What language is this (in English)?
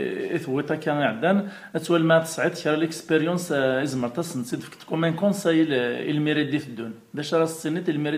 Kabyle